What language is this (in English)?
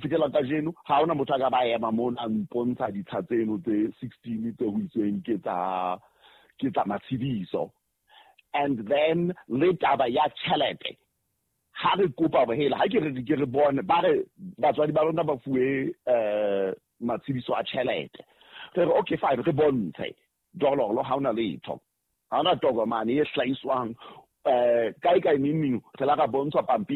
Southern Sotho